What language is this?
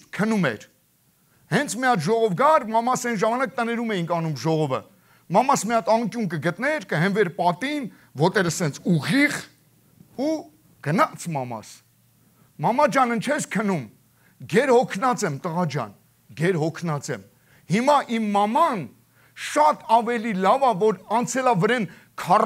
Armenian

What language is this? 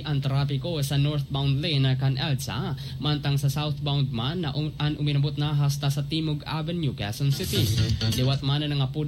Bikol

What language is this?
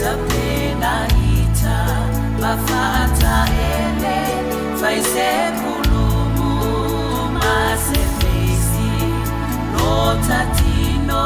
Samoan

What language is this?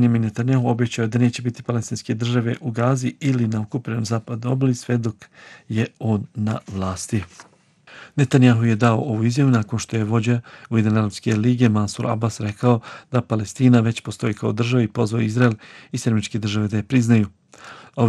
Bosnian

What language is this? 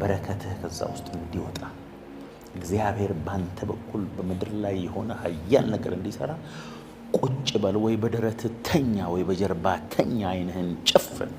Amharic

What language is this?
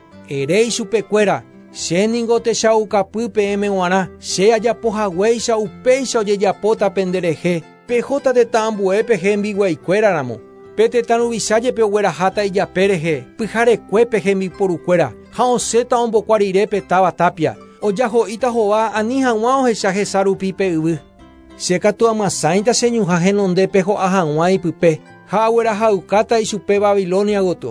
Guarani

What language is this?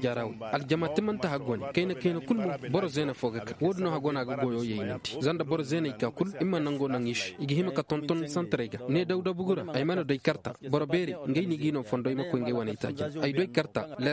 Koyraboro Senni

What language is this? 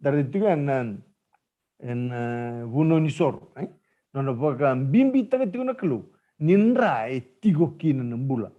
Fijian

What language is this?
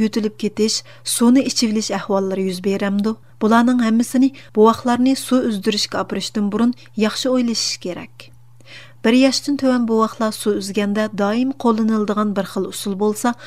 Uyghur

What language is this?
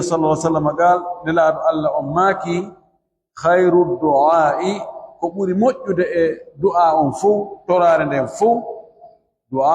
Pular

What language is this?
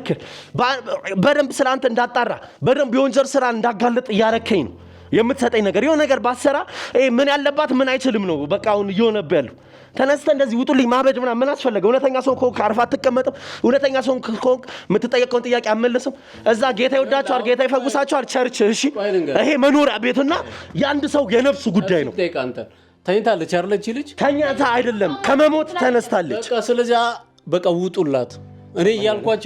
Amharic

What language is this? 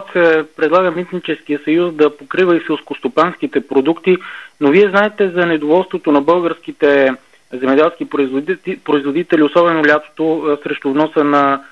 Bulgarian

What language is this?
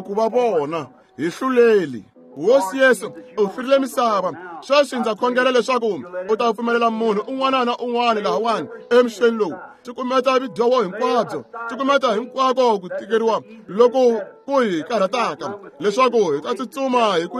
Tsonga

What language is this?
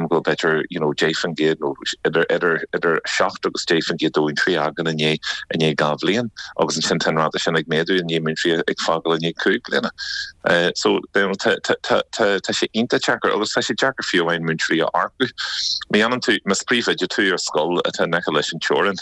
Irish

